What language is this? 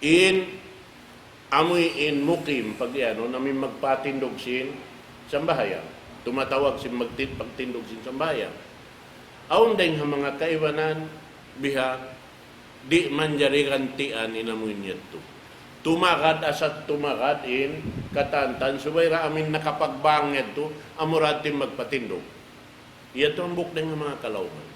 Tausug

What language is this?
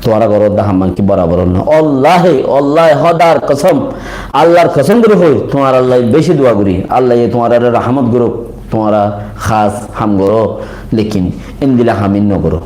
Rohingya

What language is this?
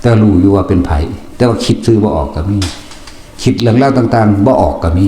Northeastern Thai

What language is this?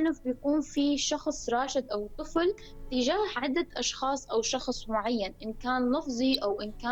North Levantine Arabic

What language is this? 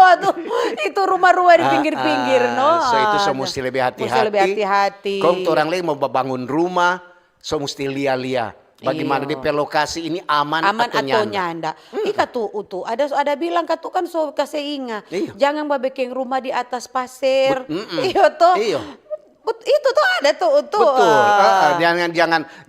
Manado Malay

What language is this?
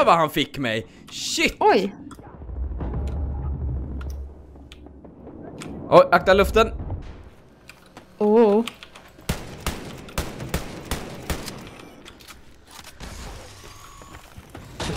Swedish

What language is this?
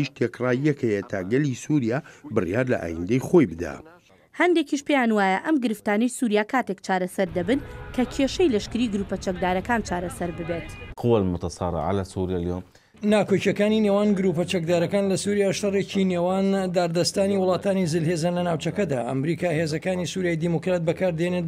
Central Kurdish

